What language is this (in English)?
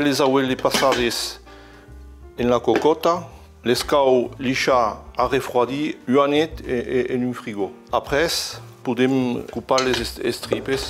Occitan